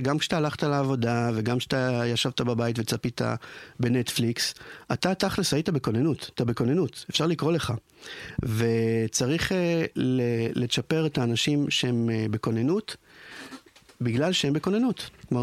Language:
Hebrew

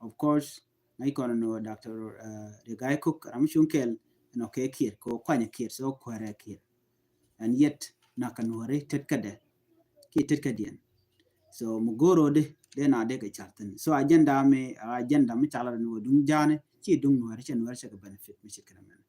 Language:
Nuer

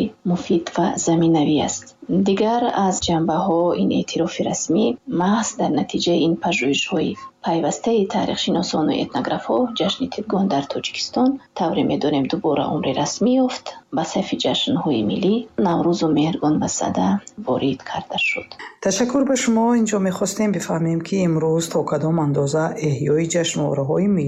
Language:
Tajik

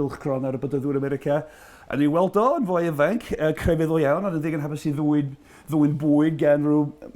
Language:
Welsh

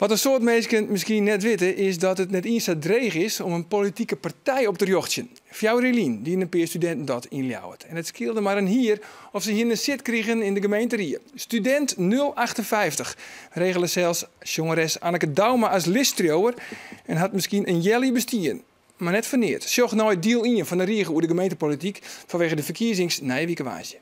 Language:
Western Frisian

